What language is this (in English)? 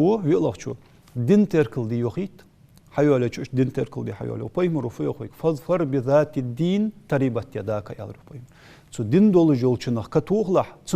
Ingush